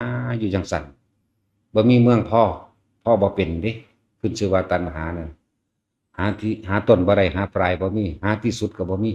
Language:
Northeastern Thai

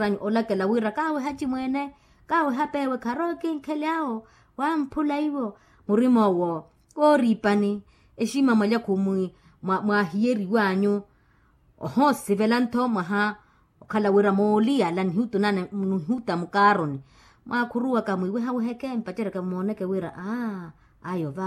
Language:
Makhuwa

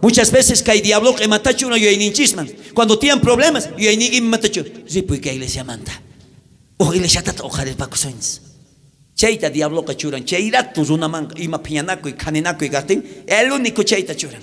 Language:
South Bolivian Quechua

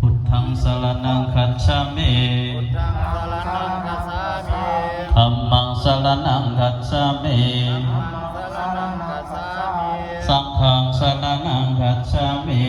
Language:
Pali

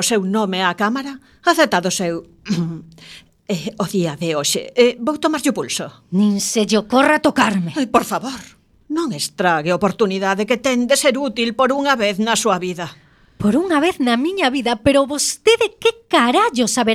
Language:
Galician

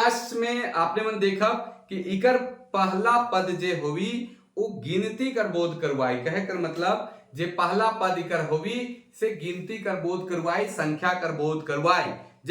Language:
Sadri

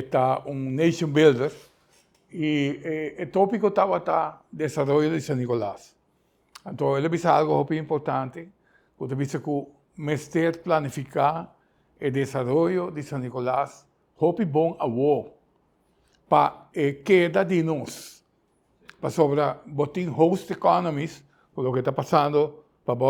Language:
Papiamento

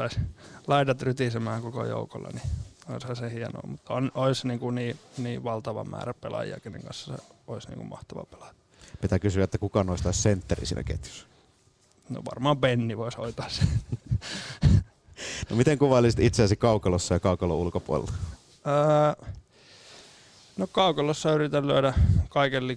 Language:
Finnish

